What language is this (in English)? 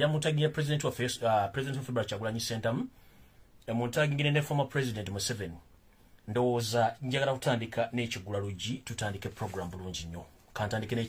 Ganda